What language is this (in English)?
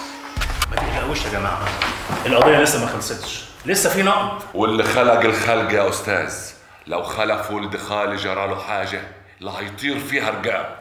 Egyptian Arabic